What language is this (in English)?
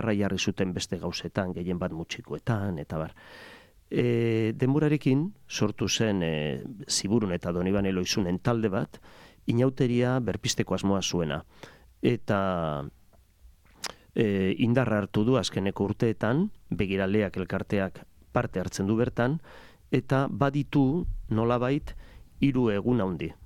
Basque